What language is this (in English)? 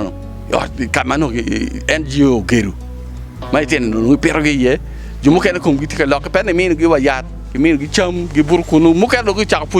Acoli